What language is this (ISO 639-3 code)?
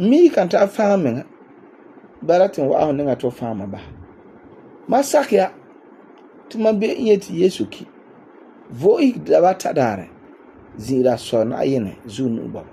gur